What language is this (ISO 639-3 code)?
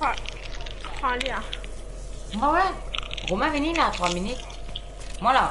mfe